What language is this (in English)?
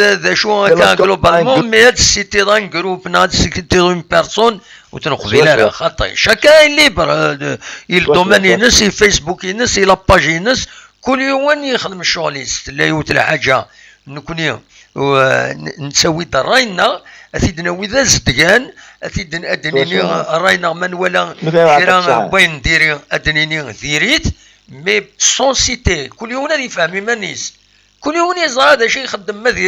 Kabyle